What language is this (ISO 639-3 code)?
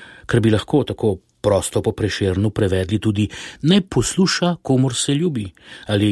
slv